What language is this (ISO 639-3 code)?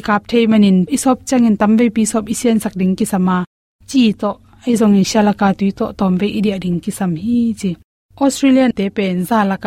ctd